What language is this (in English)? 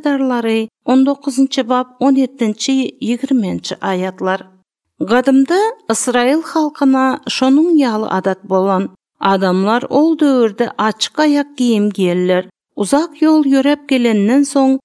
Turkmen